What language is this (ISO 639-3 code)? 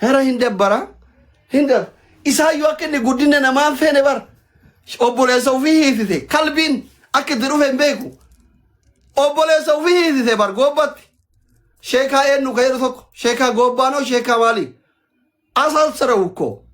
orm